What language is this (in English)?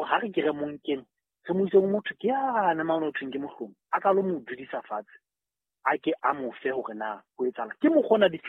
Southern Sotho